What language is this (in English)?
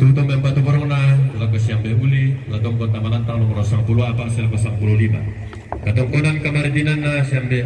Toraja-Sa'dan